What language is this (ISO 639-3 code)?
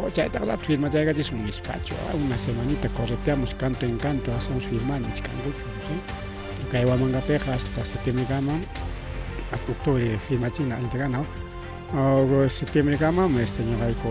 quy